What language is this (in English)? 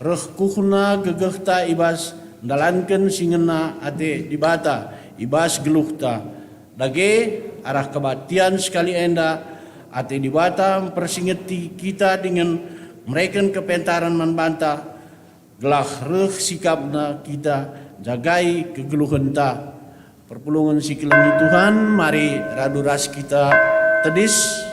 Batak Karo